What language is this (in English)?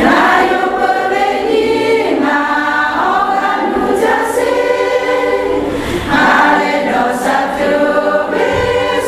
Lahu